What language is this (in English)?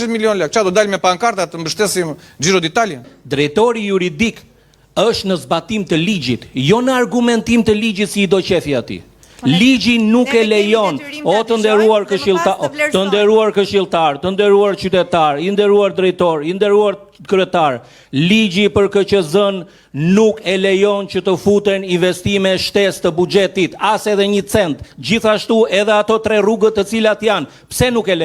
Albanian